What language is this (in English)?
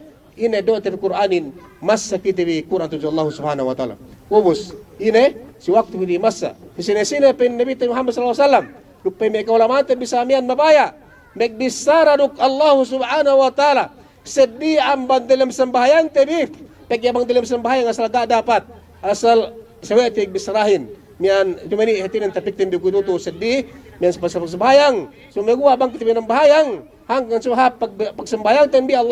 Yakan